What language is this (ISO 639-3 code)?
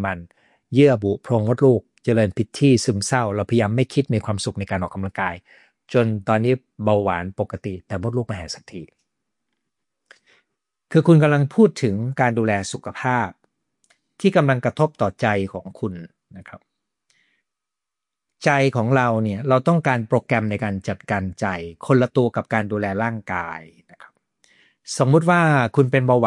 tha